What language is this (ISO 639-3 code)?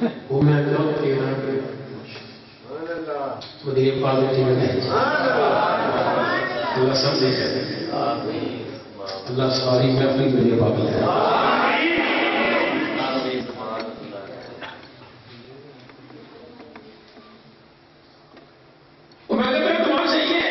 urd